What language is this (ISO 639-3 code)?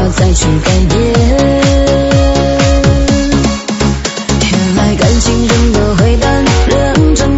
zho